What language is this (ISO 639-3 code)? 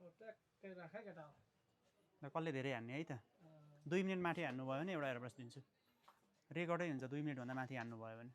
nep